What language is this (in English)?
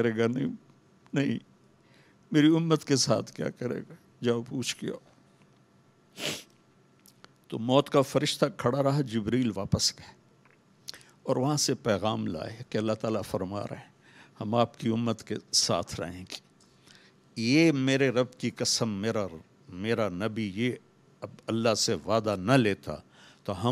Urdu